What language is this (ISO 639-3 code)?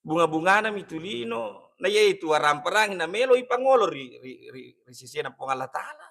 bug